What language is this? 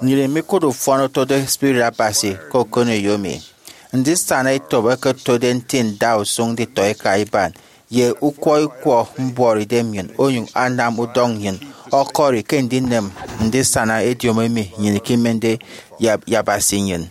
Efik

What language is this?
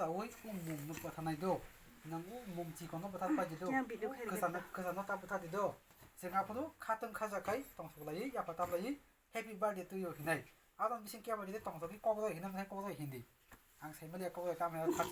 Kok Borok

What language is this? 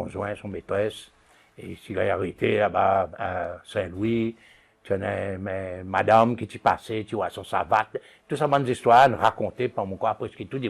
Seselwa Creole French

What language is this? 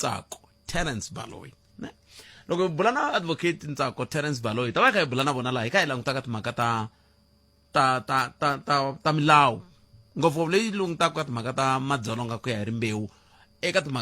Tsonga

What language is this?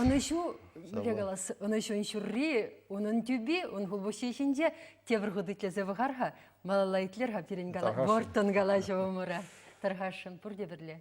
Chuvash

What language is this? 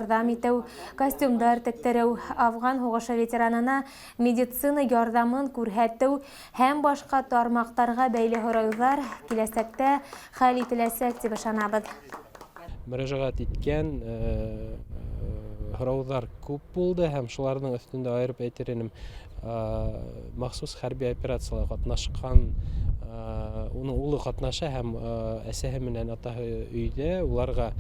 Bashkir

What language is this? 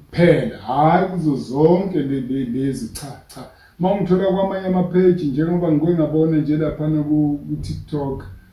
Zulu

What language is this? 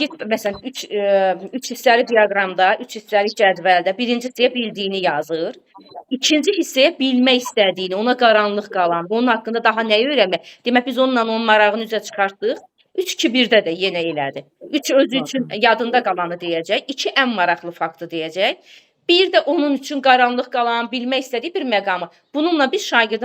Azerbaijani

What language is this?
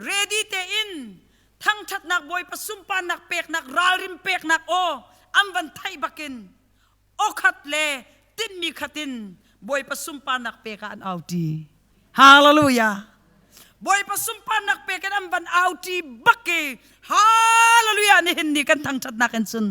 Hakha Chin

